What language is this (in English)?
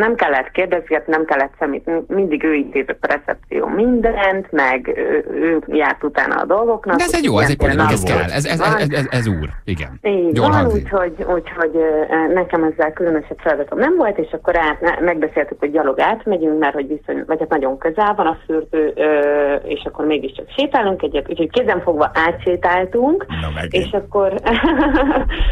Hungarian